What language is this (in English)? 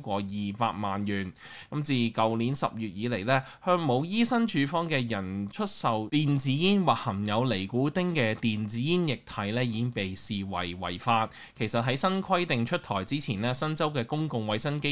Cantonese